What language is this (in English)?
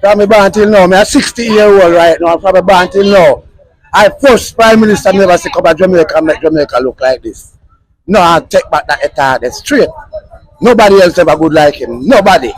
Jamaican Creole English